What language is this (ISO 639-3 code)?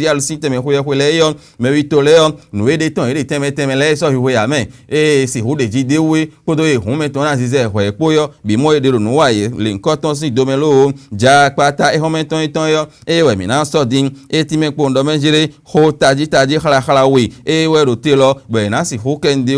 fon